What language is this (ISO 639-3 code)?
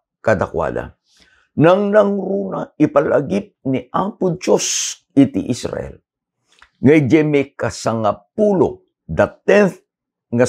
ilo